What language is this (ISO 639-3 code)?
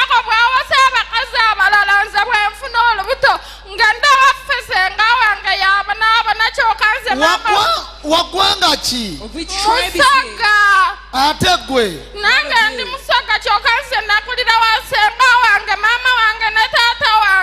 lug